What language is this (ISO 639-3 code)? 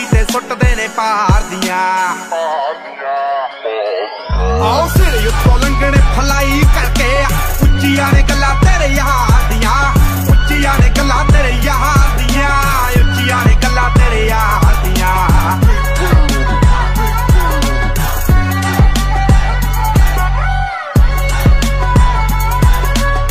pan